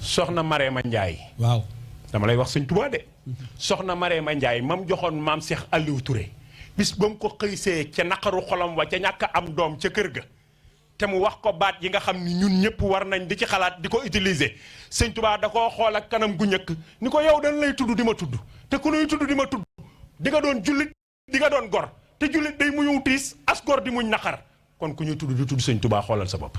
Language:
Wolof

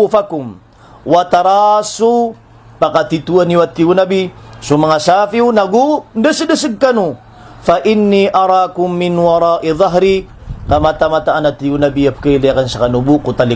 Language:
Maranao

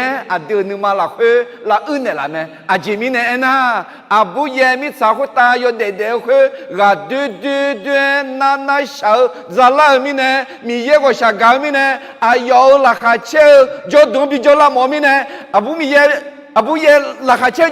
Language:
Akha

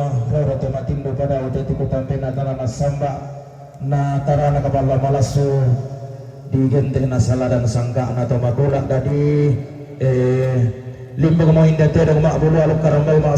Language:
Toraja-Sa'dan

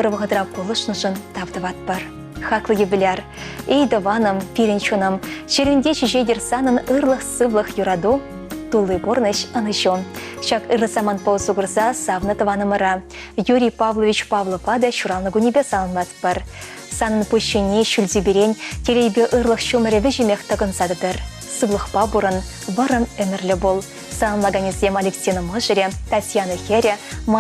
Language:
Chuvash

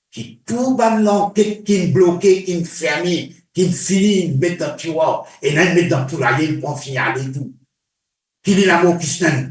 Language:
Morisyen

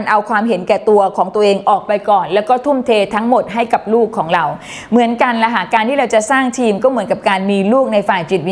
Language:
Thai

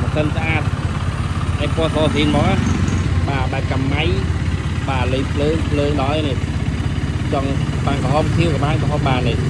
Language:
Khmer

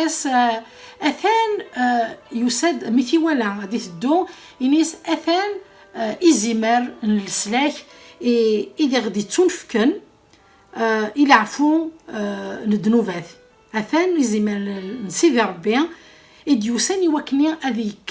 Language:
Kabyle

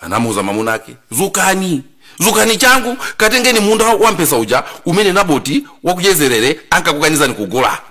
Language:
Nyanja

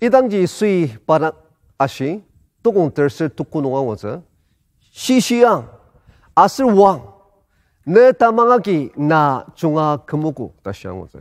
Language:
Ao Naga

